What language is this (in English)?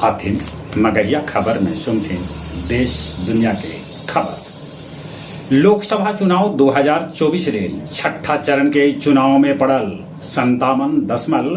Magahi